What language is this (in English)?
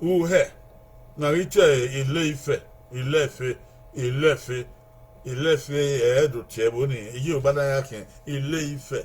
Bini